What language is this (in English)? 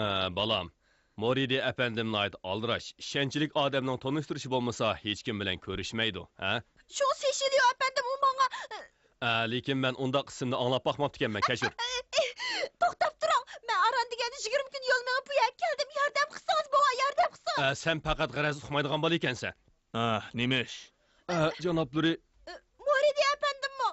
Uyghur